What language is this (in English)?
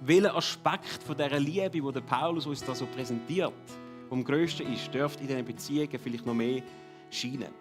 Swiss German